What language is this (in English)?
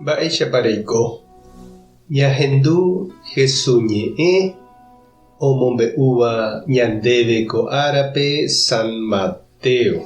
Guarani